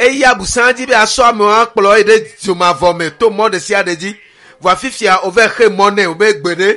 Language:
Ewe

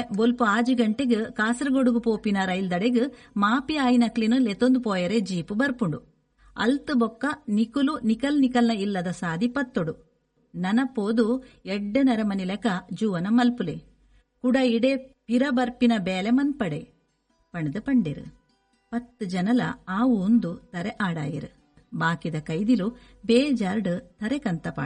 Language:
Tulu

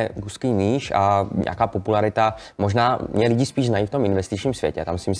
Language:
Czech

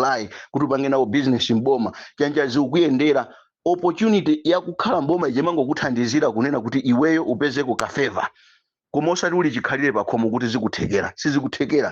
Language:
Nyanja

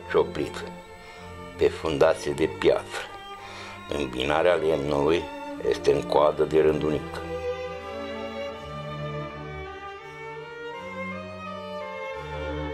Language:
Romanian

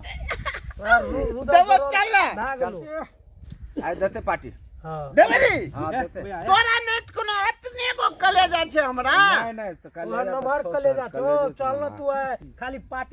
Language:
Maithili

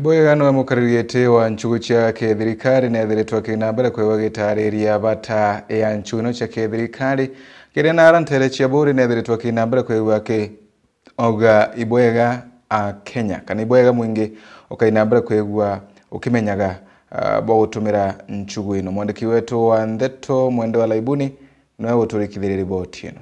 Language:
Meru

